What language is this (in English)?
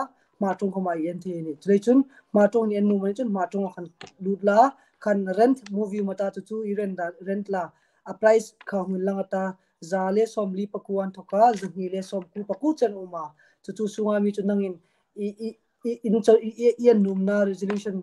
Hmar